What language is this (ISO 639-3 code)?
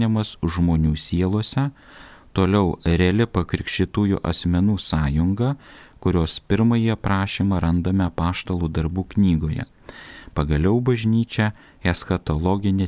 lit